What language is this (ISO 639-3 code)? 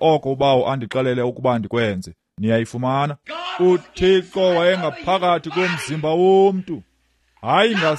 xho